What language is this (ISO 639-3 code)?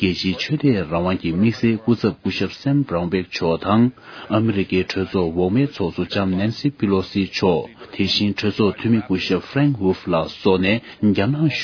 bod